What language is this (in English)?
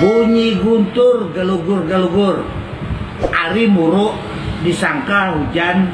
Banjar